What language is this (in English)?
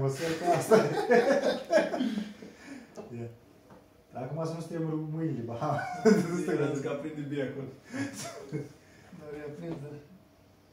Romanian